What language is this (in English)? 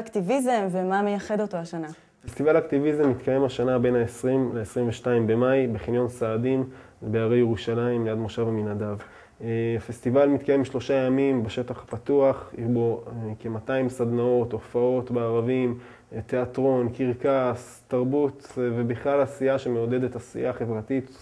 Hebrew